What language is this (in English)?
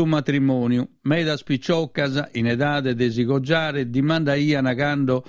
Sardinian